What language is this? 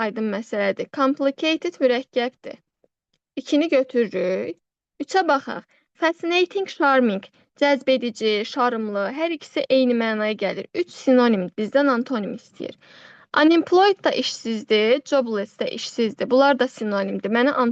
Azerbaijani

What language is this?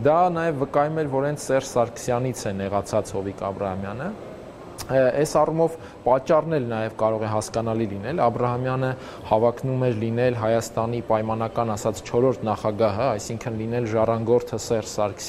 Armenian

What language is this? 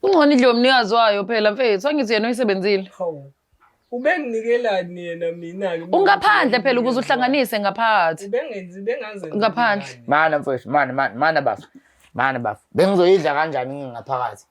Zulu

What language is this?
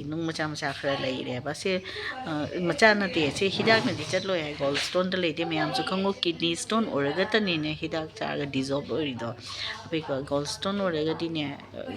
Manipuri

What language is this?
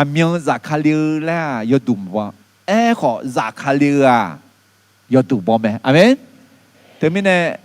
Akha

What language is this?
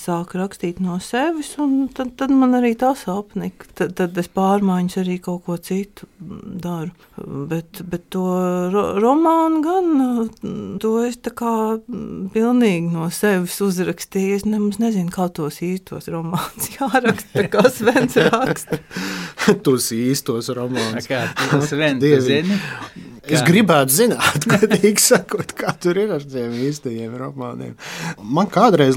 Latvian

